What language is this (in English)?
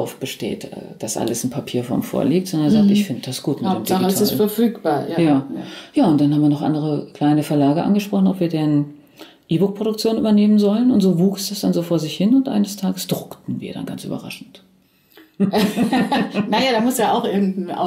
German